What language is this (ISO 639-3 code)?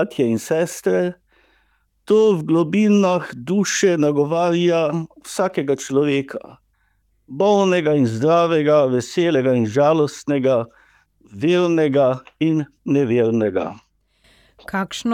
slv